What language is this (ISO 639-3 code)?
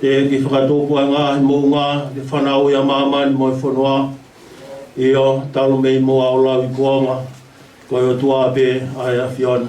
ton